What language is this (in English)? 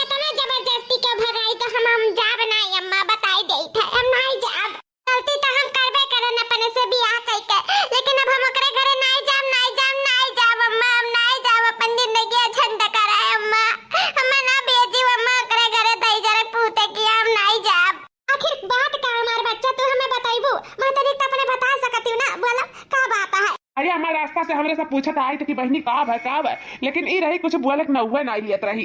Awadhi